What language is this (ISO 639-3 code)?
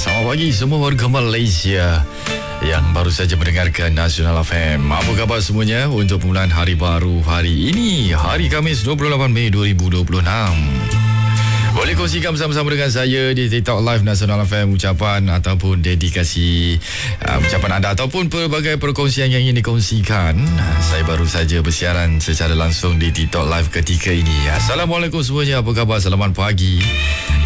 msa